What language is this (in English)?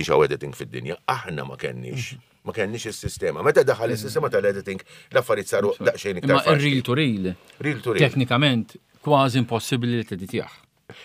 Maltese